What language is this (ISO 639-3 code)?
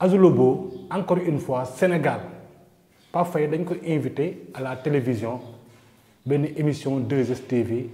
wol